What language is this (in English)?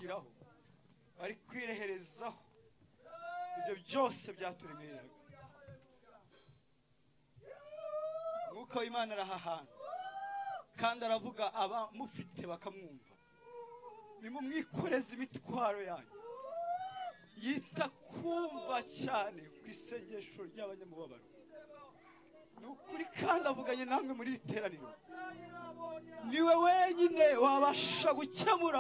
Kinyarwanda